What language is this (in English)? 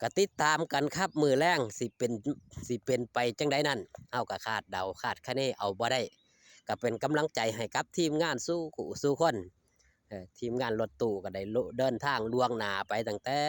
Northeastern Thai